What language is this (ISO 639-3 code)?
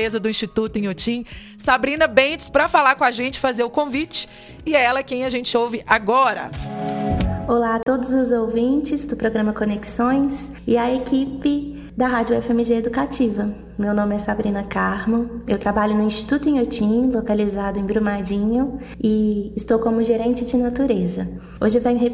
por